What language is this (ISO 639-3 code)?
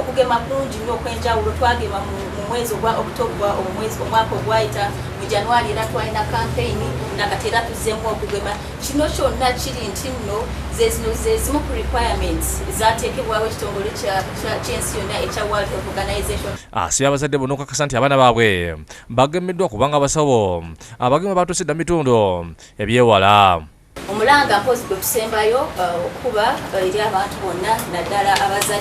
lug